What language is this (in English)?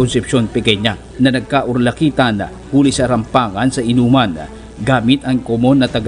Bikol